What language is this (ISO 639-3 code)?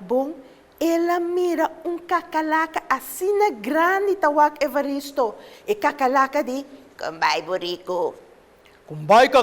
pap